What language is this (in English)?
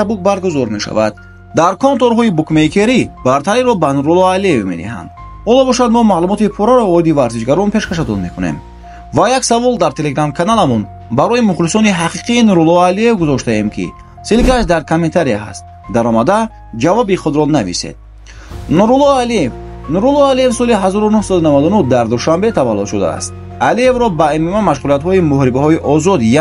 Tajik